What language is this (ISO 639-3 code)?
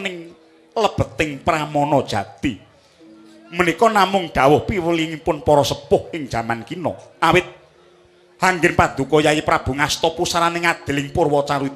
jav